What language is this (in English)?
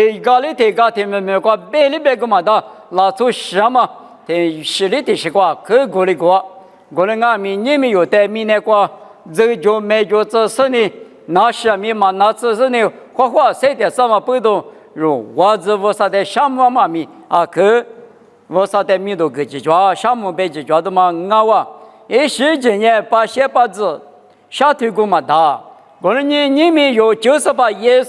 Lisu